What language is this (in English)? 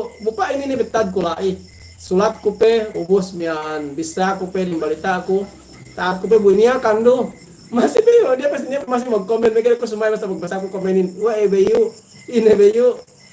Yakan